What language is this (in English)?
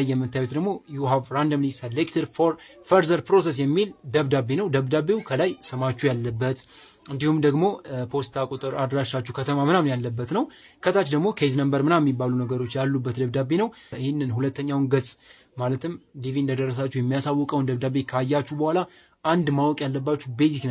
Amharic